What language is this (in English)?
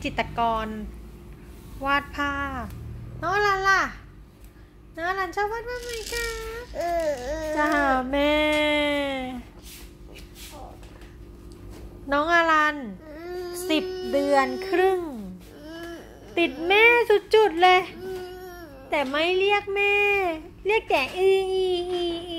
Thai